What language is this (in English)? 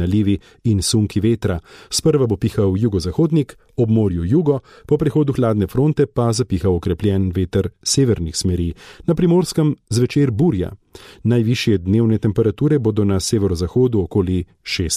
Slovenian